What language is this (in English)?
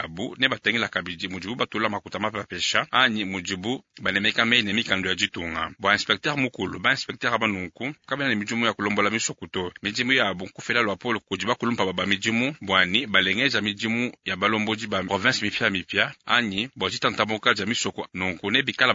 Luba-Lulua